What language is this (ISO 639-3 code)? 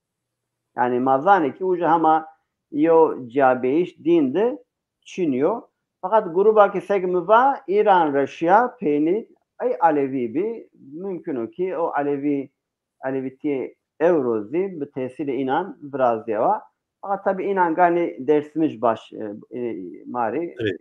zza